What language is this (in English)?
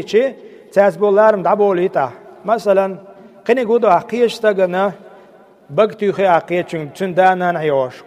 Chechen